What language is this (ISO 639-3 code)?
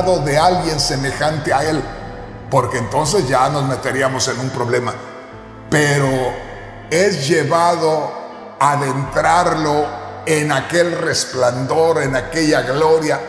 spa